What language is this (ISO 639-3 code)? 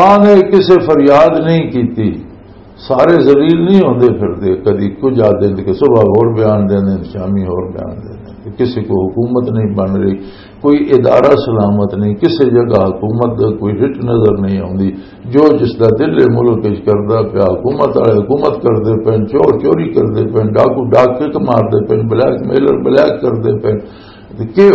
lah